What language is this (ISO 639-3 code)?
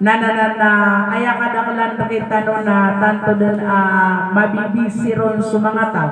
mrw